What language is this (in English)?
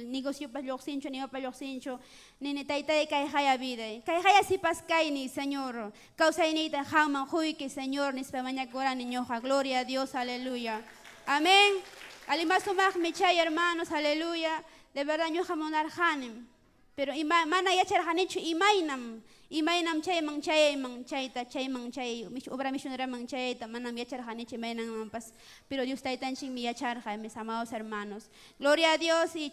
Ayacucho Quechua